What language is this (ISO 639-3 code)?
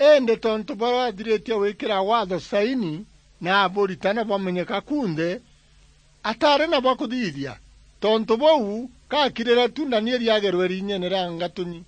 mer